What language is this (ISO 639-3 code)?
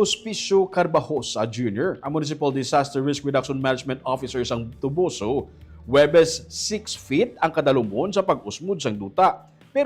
hil